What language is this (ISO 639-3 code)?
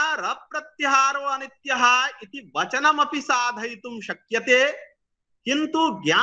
san